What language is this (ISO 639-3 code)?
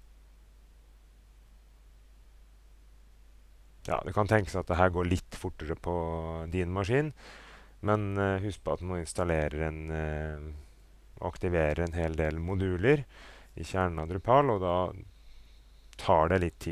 nor